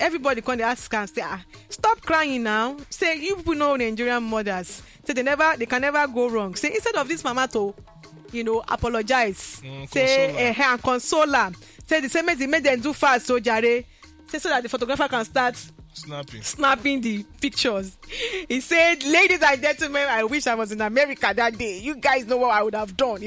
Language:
Nigerian Pidgin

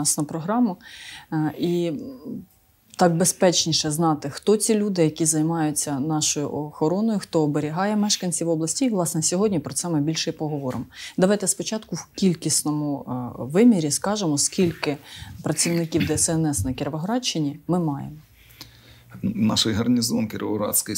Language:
Ukrainian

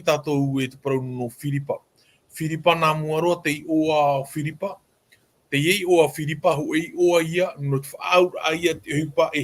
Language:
Tahitian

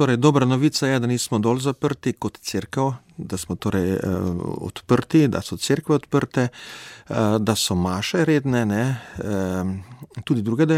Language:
Slovenian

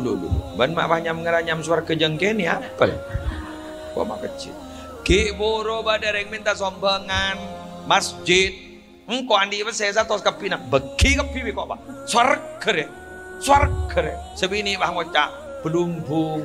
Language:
Madurese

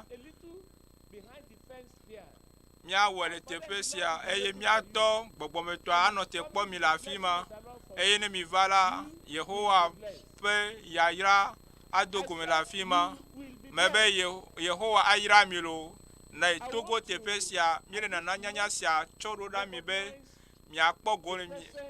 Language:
Ewe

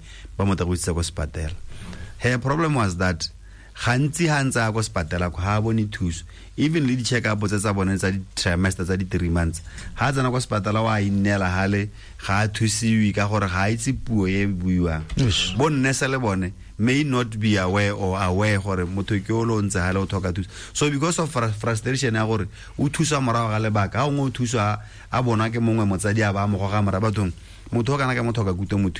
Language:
Tswana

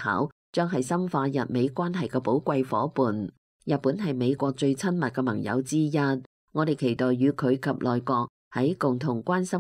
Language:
Cantonese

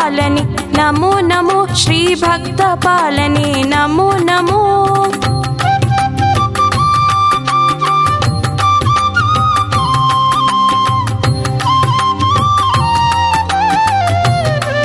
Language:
Kannada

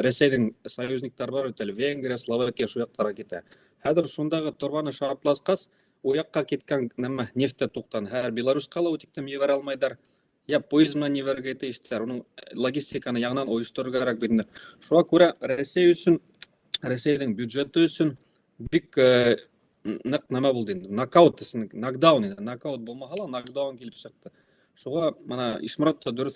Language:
Bashkir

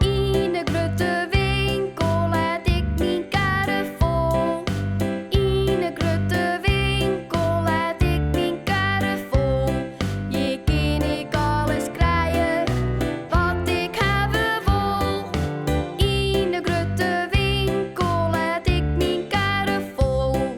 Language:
Western Frisian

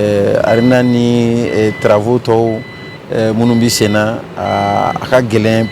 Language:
Bambara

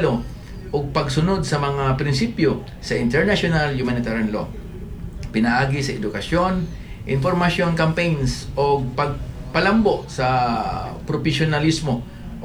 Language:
Cebuano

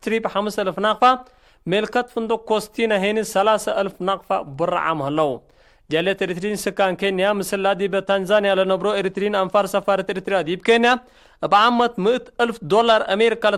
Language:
Tigre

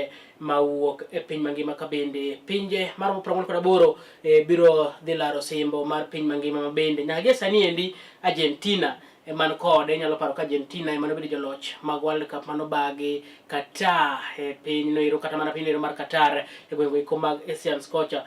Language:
Luo (Kenya and Tanzania)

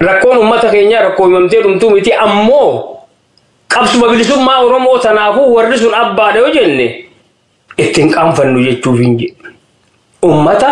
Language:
Oromo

